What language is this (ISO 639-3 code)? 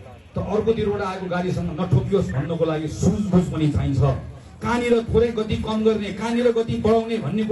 nep